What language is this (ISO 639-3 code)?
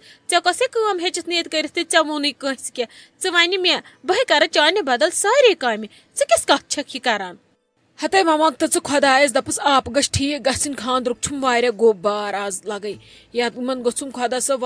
kas